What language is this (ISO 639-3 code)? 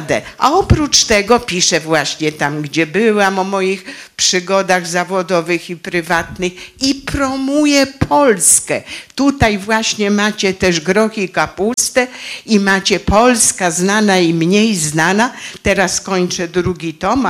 pol